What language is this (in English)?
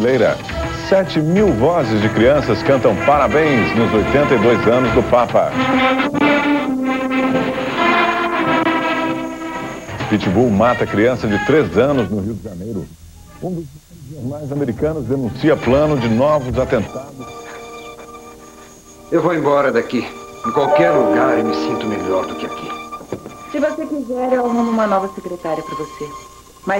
Portuguese